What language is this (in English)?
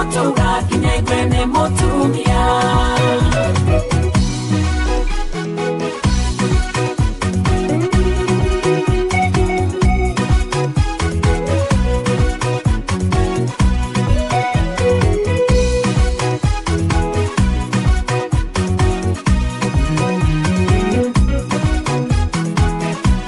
Kikuyu